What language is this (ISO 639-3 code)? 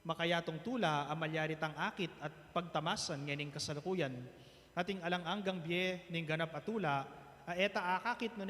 pam